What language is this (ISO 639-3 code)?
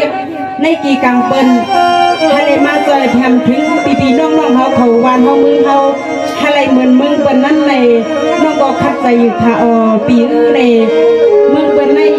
shn